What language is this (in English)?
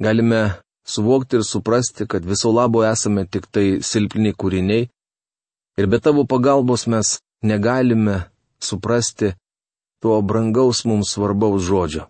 Lithuanian